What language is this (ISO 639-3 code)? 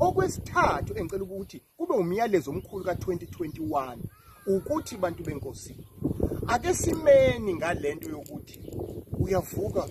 zul